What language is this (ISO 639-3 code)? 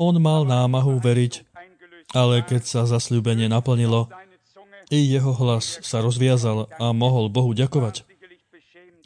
slk